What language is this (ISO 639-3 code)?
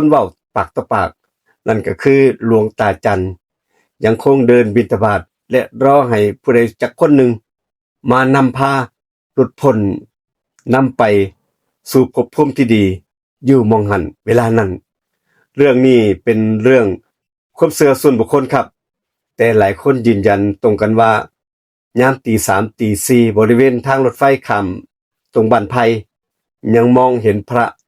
tts